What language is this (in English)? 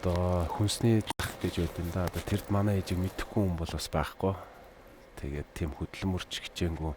Mongolian